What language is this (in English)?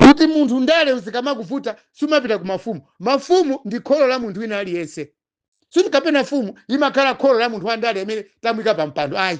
Nyanja